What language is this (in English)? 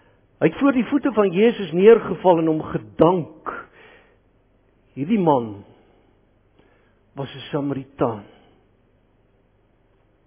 Afrikaans